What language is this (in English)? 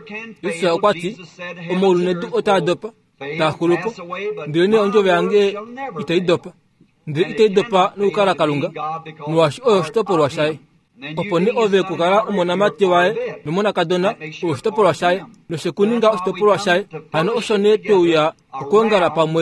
Kuanyama